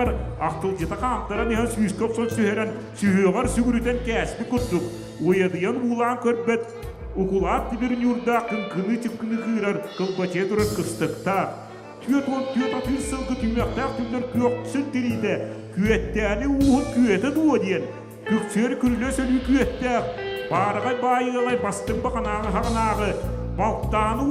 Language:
Yakut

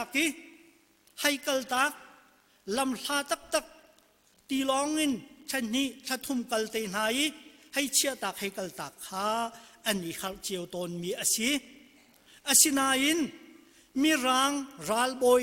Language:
Hakha Chin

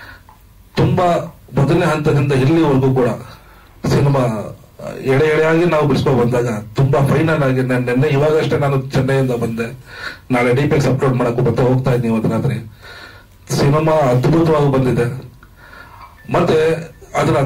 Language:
Kannada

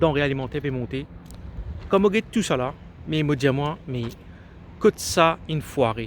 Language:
Morisyen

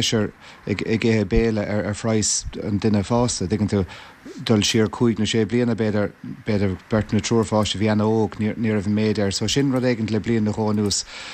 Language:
Irish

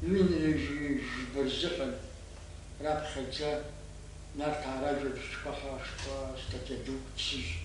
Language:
Abkhazian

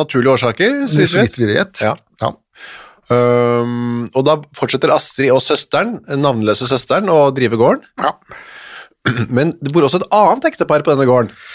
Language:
Norwegian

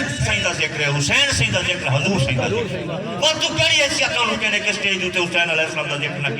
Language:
Saraiki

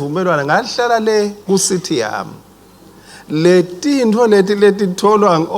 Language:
Swati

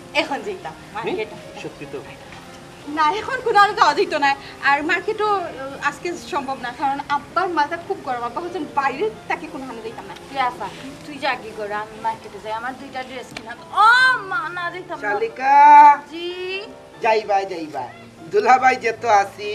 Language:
Sylheti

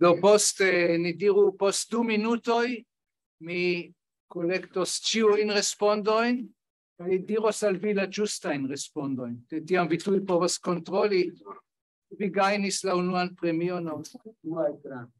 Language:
Esperanto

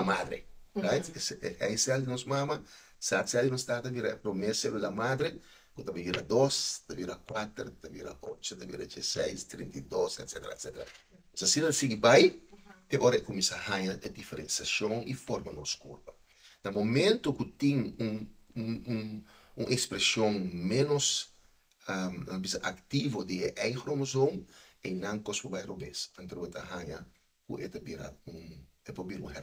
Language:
Papiamento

